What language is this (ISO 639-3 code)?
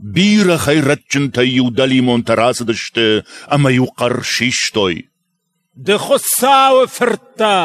oss